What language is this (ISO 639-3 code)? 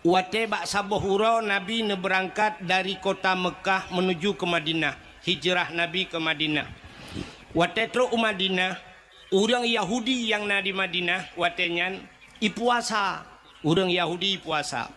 ace